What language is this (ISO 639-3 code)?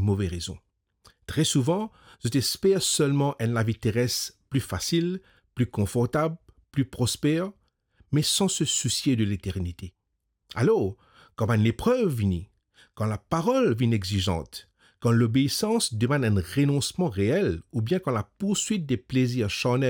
mfe